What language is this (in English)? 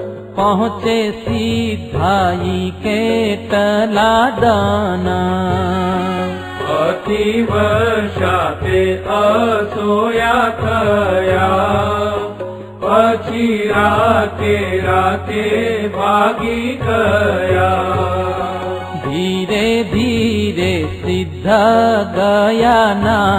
Gujarati